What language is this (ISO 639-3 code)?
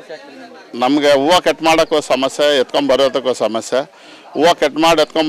kan